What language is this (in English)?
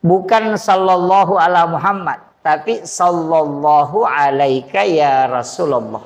Buginese